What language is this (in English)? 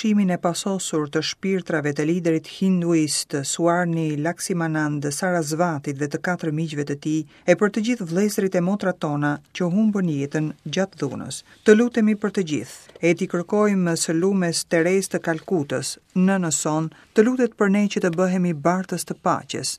Albanian